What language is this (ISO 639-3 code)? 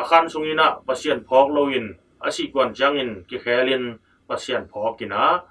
ctd